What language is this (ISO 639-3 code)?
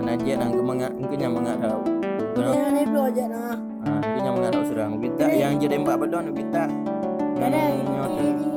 ace